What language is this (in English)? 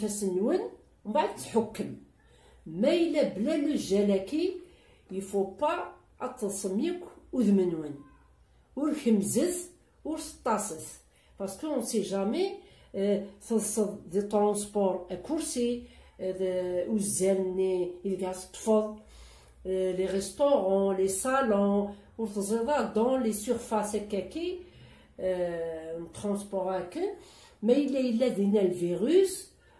Kabyle